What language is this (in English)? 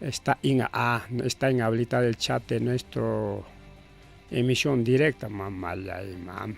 Ayacucho Quechua